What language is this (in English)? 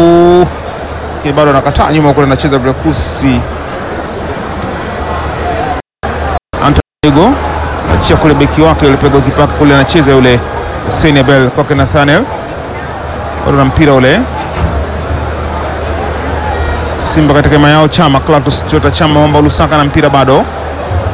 Swahili